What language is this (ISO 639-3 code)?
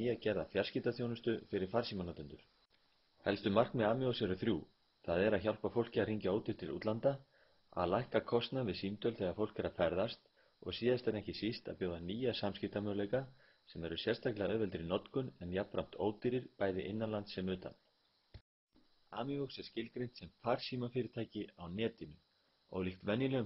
isl